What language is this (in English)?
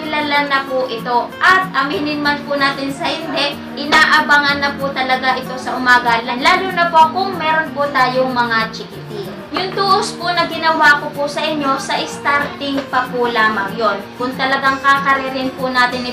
Filipino